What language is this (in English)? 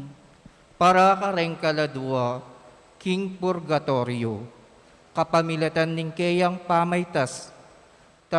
Pampanga